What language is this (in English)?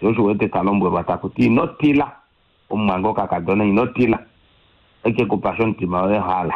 Kuanyama